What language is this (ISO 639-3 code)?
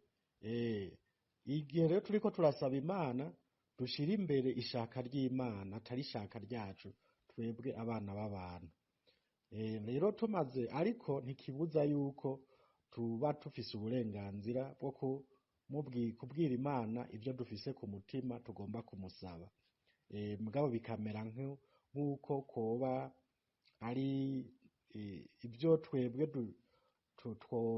run